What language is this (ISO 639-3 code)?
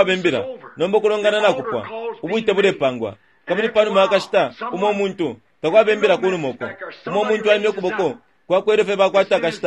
bem